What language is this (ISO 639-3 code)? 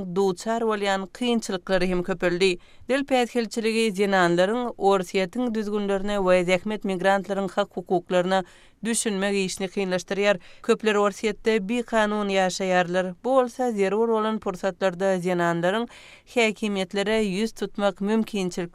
tuk